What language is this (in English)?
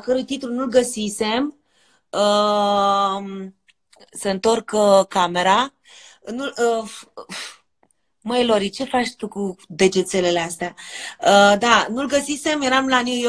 Romanian